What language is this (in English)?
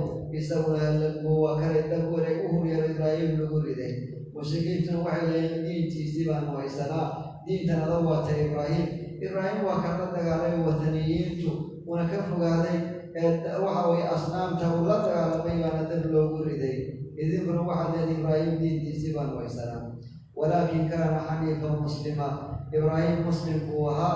Somali